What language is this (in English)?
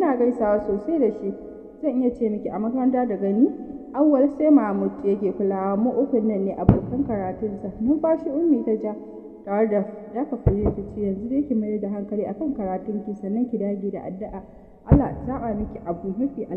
Hausa